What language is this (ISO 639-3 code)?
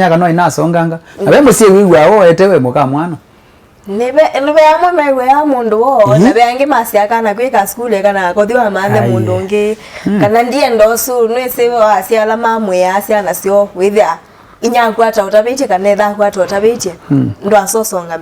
kam